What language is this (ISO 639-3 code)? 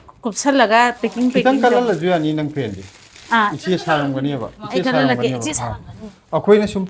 mni